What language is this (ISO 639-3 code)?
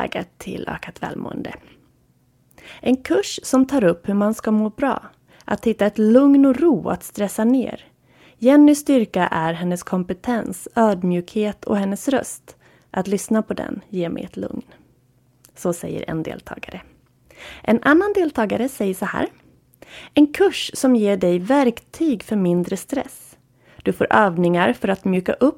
swe